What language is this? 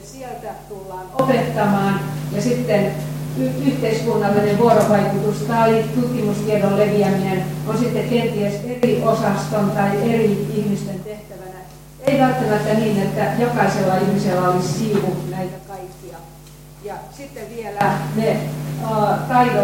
Finnish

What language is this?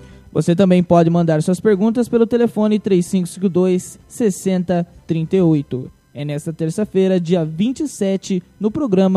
Portuguese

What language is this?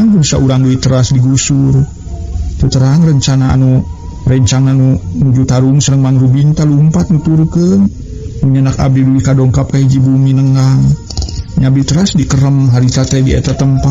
Sundanese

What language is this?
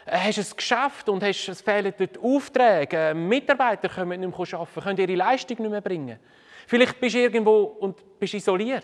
Swiss German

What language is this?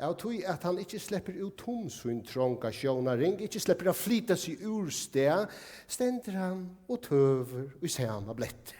Faroese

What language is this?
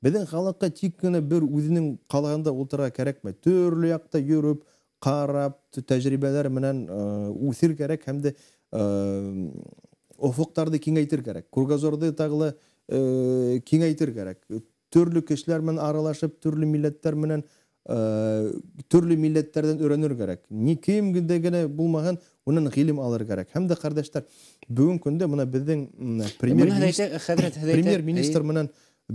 Bashkir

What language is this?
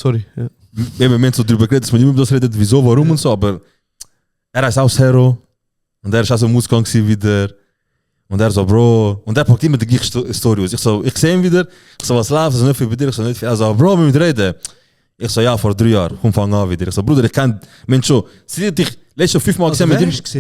Swiss German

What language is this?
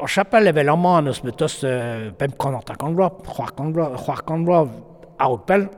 Breton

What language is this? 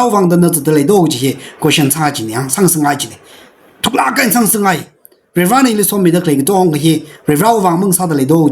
Tangkhul Naga (India)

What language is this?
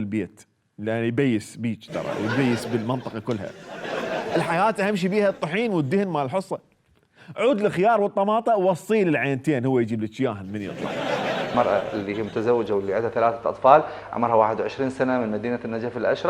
Mesopotamian Arabic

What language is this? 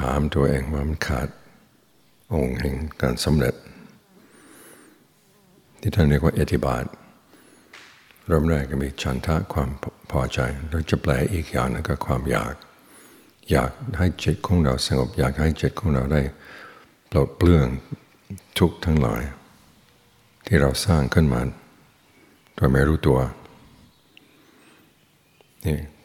Thai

